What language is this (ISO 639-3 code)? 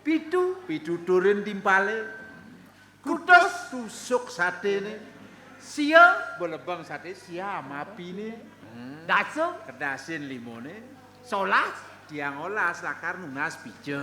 ban